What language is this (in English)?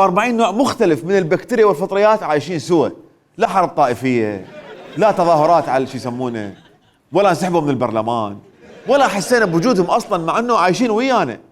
Mesopotamian Arabic